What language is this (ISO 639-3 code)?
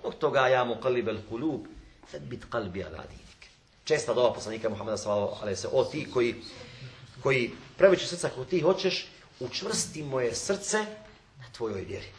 bos